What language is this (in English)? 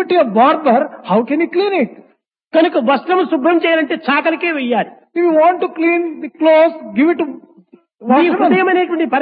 Telugu